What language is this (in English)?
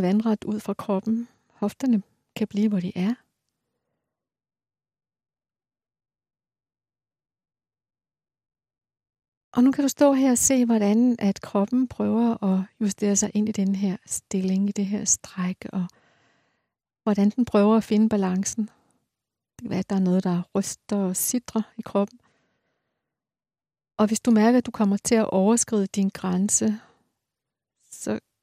Danish